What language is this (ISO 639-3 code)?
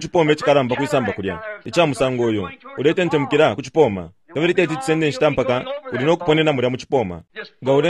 bem